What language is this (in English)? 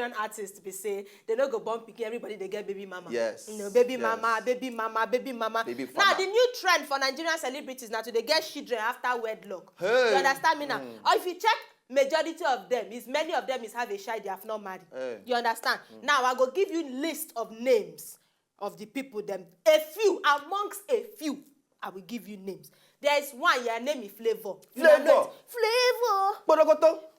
Nigerian Pidgin